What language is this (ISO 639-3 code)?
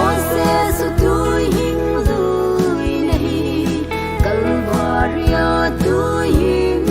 pck